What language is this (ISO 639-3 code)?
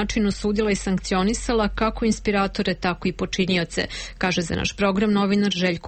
srp